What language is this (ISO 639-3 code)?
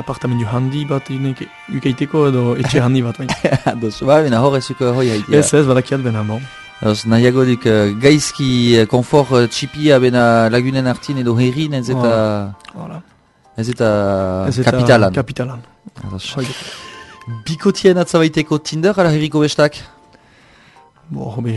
eus